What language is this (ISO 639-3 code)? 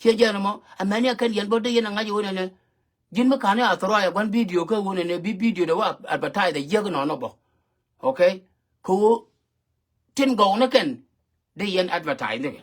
nus